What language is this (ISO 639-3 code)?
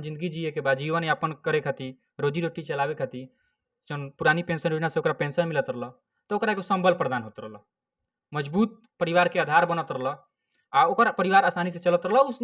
bho